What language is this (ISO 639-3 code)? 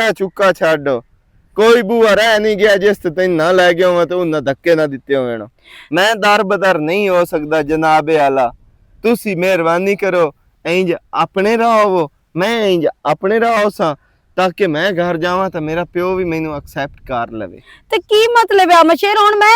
lah